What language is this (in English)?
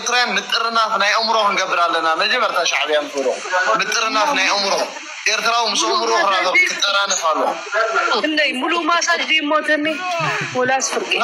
Tigrinya